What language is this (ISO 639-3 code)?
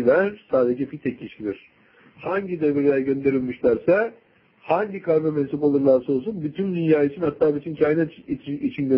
tur